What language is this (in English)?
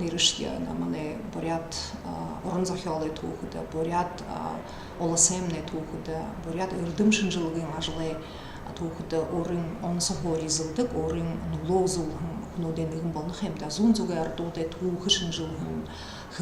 Buriat